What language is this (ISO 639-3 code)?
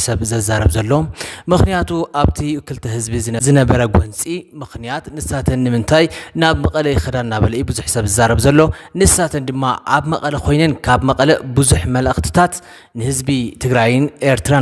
tir